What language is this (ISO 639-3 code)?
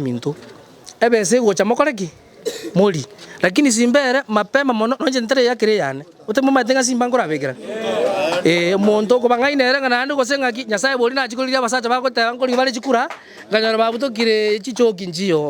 guz